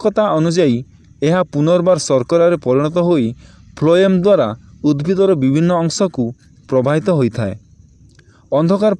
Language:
Odia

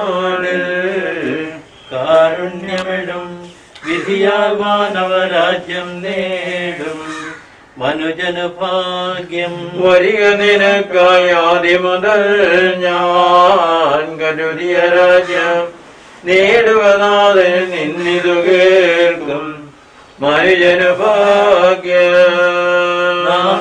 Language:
Malayalam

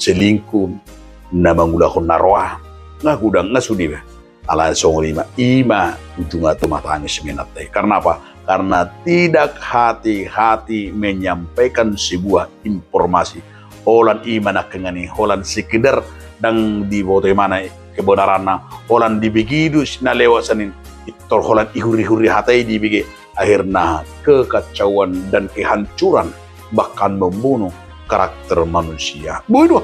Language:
Batak Toba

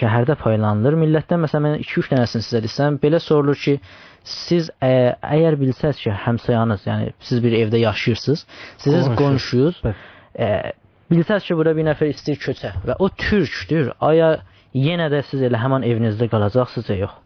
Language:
South Azerbaijani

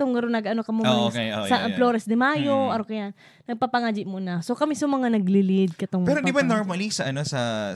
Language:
Bikol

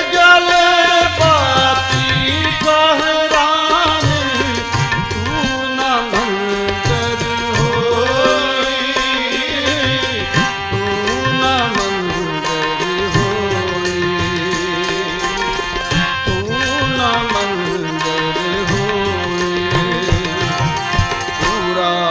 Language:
Bhojpuri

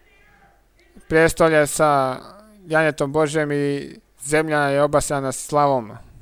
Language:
Croatian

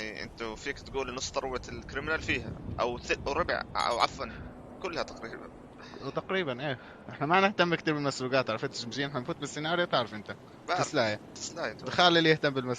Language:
North Levantine Arabic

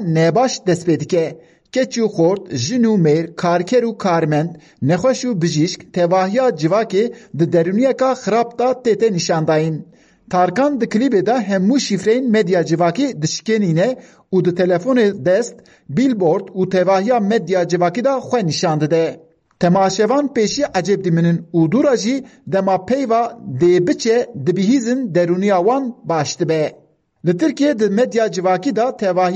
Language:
Kurdish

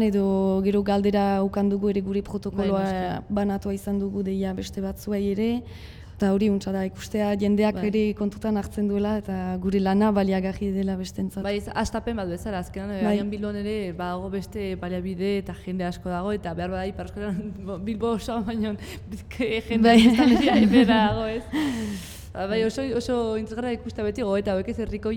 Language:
Basque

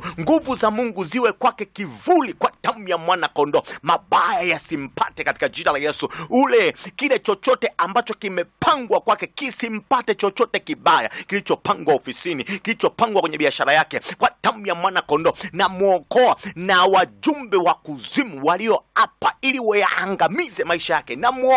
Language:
Swahili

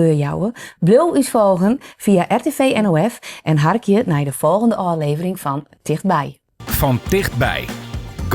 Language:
Western Frisian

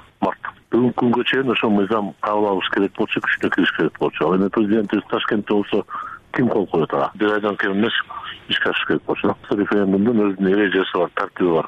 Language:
Kyrgyz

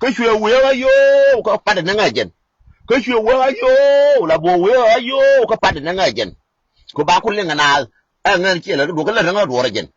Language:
Nuer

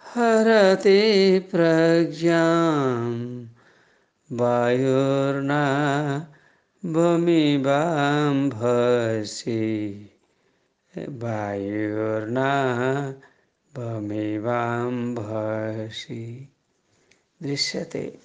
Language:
Sanskrit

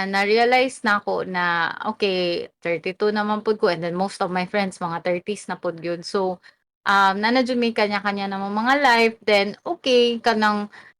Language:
Cebuano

